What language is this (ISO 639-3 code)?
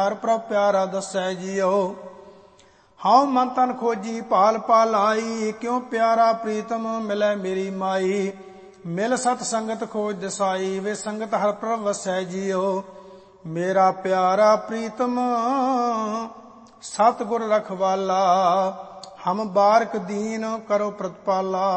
pan